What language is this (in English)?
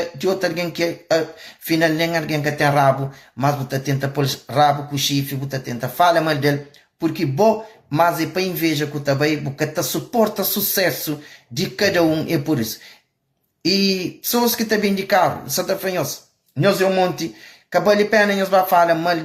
Kabuverdianu